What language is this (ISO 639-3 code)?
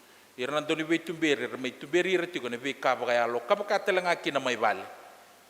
fij